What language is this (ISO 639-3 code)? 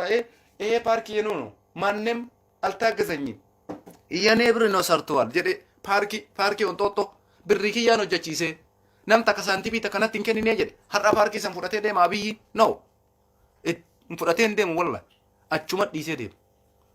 orm